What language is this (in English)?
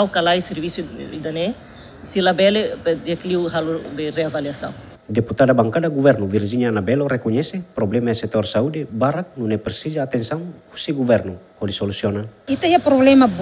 Tetum